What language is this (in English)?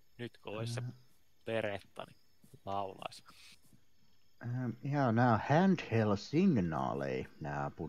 Finnish